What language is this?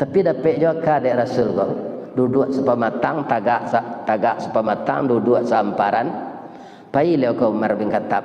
Minangkabau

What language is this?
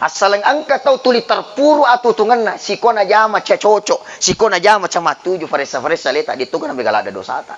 Buginese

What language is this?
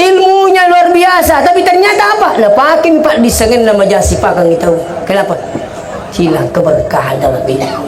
Buginese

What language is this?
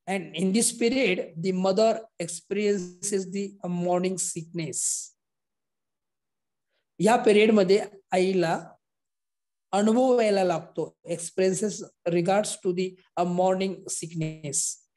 Marathi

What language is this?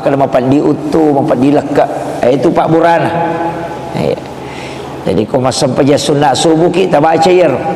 Buginese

